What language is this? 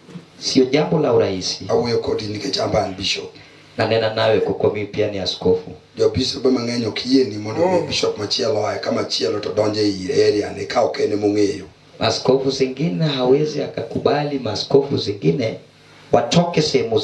Luo (Kenya and Tanzania)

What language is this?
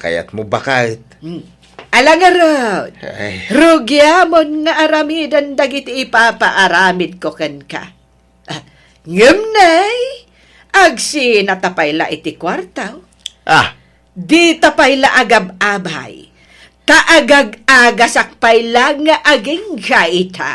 Iloko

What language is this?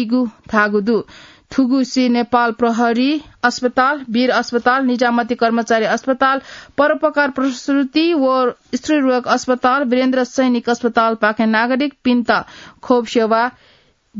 Newari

